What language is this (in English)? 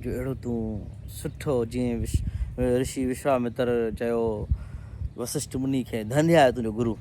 Sindhi